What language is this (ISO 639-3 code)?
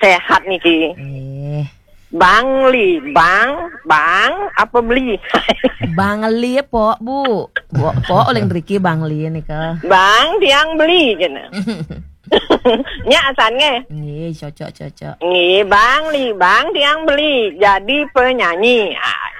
ban